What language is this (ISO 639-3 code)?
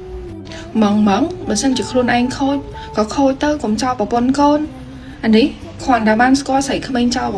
khm